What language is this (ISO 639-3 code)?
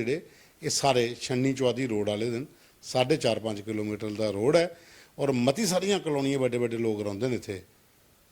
doi